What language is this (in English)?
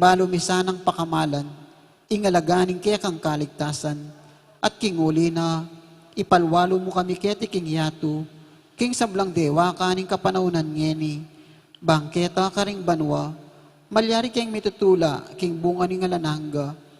Pampanga